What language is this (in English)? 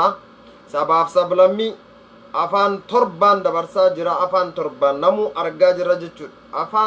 Oromo